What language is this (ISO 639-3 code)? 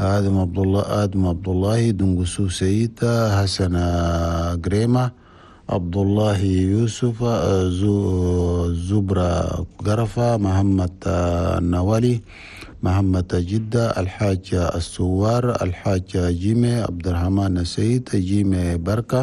shu